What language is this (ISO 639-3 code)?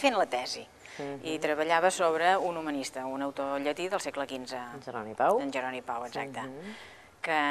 cat